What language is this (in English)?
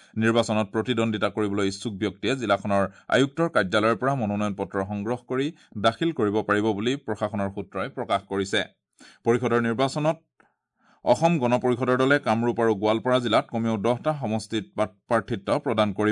Assamese